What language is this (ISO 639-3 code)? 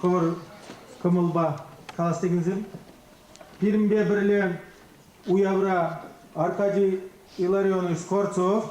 chv